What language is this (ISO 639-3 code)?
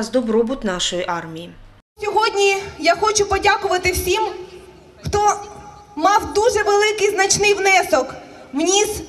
ukr